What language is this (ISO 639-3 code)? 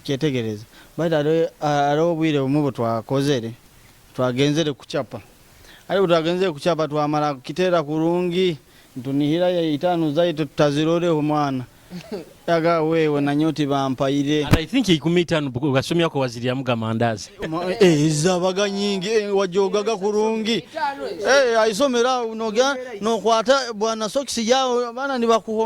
nyo